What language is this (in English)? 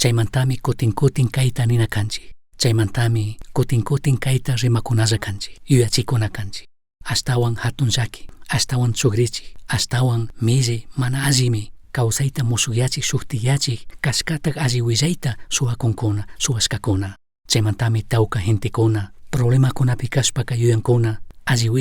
Chimborazo Highland Quichua